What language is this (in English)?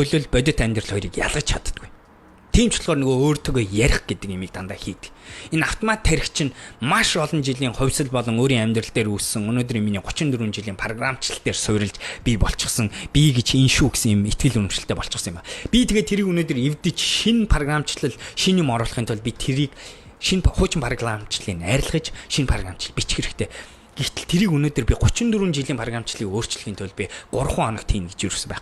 Mongolian